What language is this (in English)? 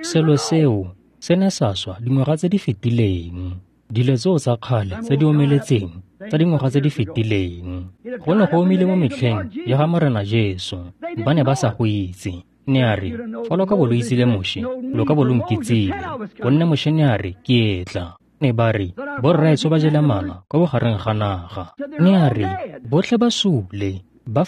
Tswana